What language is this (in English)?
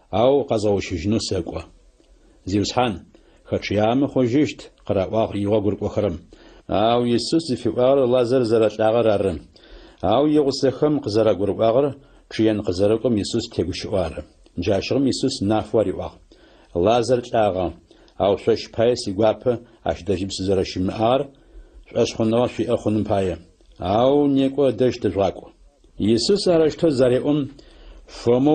Adyghe